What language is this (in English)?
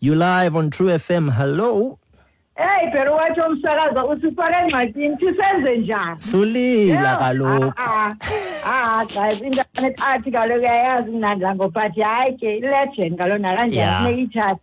Xhosa